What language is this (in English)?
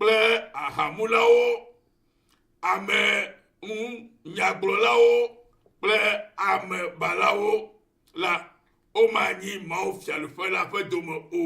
Ewe